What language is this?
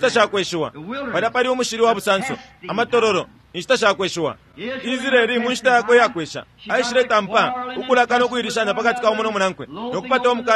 Bemba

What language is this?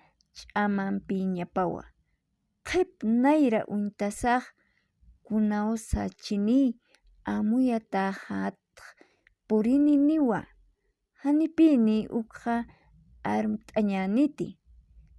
Aymara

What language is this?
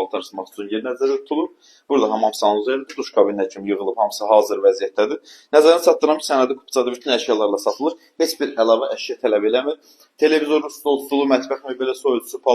Azerbaijani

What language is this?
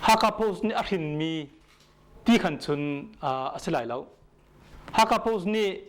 Hakha Chin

